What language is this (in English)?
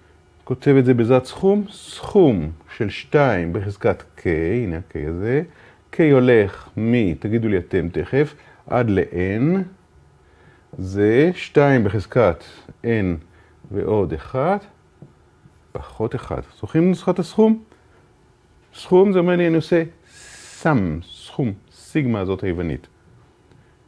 Hebrew